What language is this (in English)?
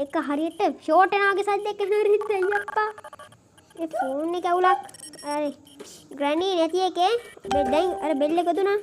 Sinhala